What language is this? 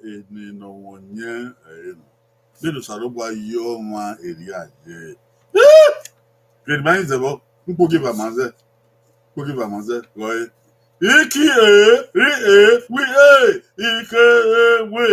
Bini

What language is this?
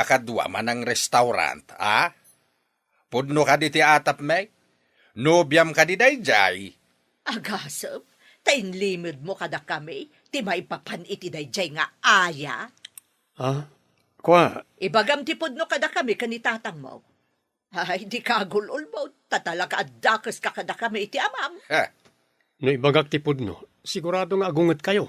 Iloko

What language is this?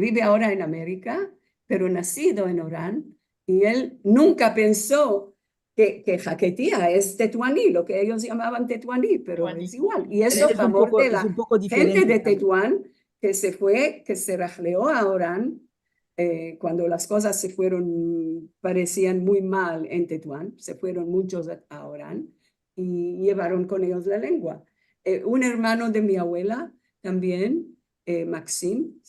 Ladino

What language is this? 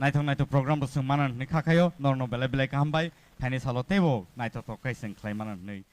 Kok Borok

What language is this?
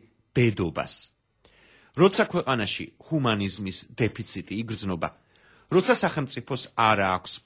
Georgian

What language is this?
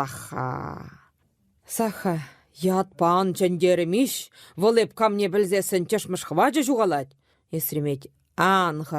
Chuvash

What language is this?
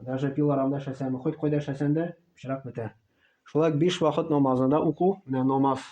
Tatar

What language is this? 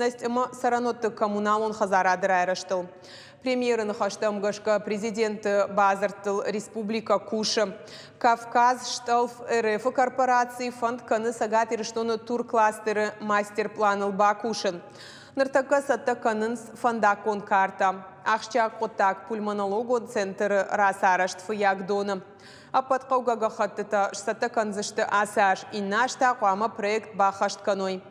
Ossetic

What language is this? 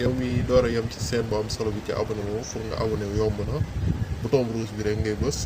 Wolof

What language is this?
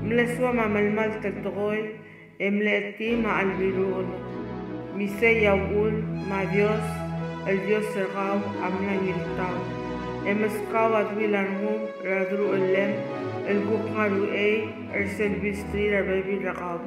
Palauan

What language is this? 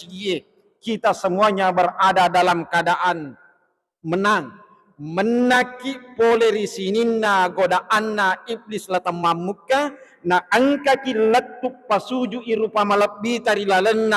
Buginese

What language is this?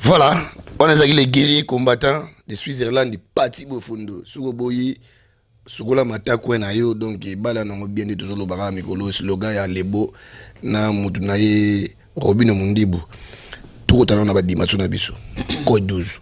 Lingala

